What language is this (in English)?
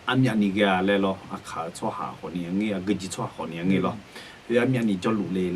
Akha